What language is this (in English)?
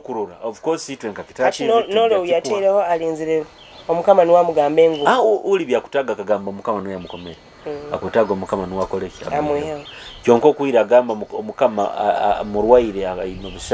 Nyoro